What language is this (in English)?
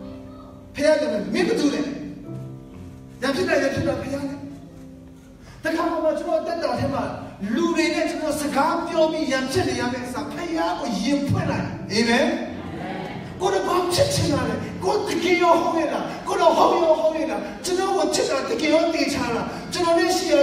Burmese